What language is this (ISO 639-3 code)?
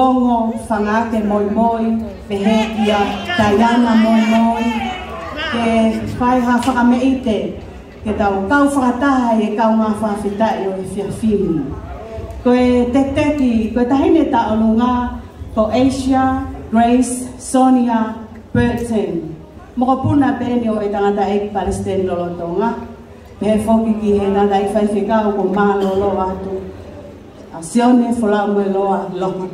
ton